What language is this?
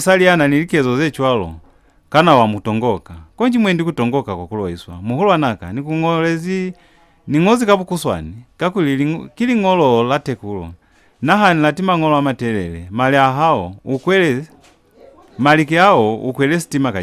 Lozi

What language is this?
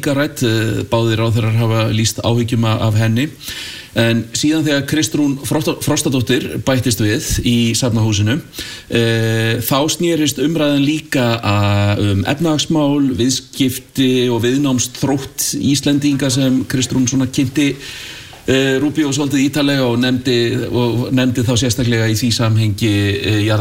Icelandic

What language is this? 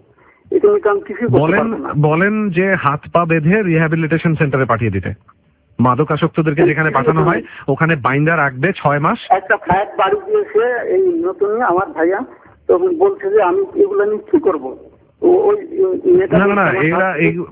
Bangla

